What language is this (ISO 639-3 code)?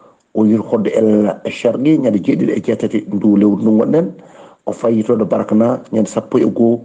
ful